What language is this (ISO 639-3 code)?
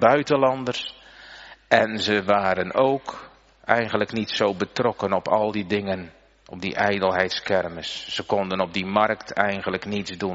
nld